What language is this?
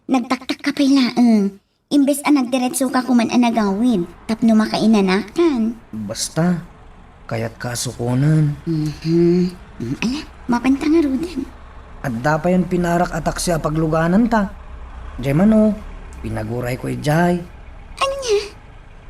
Iloko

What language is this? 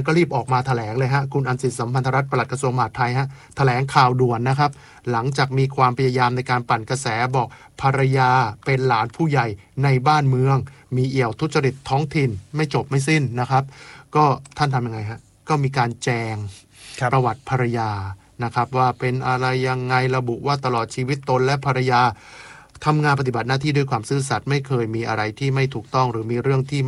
Thai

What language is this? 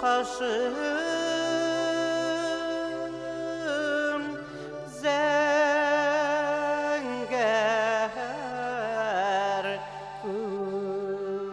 Bashkir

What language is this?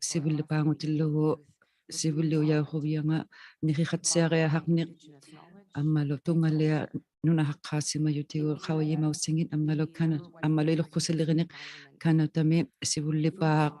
Inuktitut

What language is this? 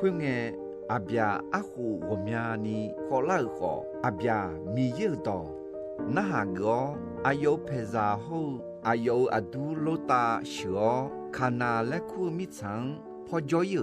Akha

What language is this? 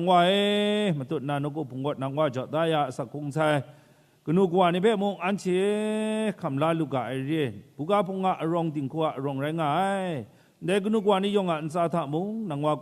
Kachin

